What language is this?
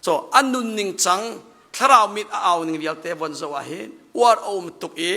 Hakha Chin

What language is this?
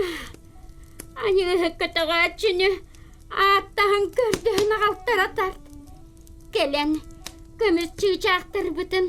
Yakut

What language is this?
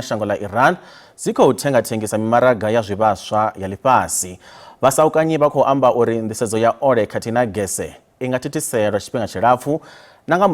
Venda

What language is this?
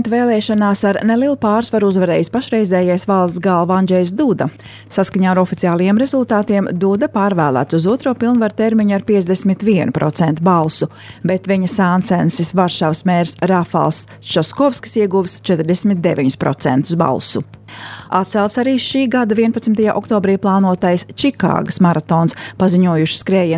Latvian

